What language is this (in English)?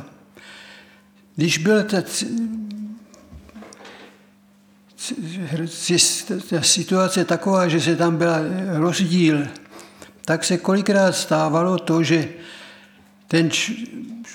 Czech